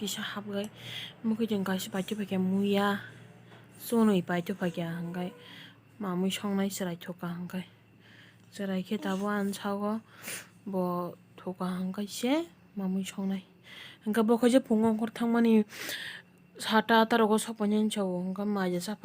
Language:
Kok Borok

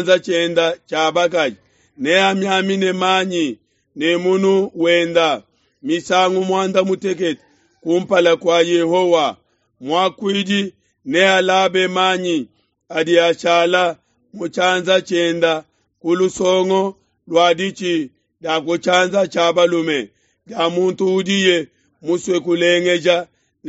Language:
Luba-Lulua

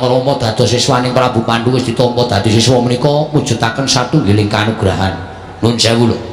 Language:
Javanese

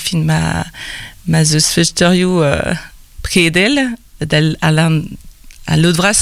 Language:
Breton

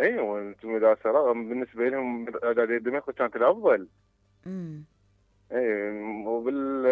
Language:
Mesopotamian Arabic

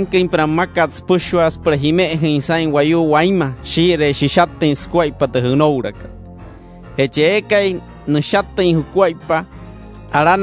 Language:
Wayuu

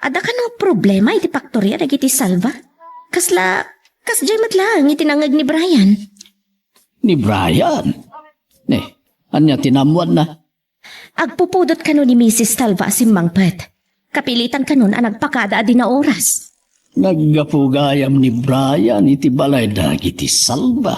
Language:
Iloko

